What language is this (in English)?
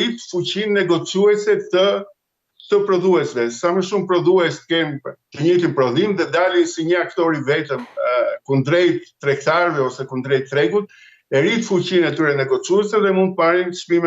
Albanian